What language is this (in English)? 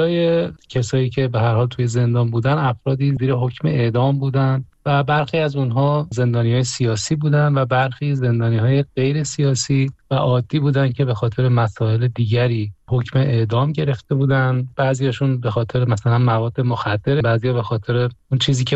Persian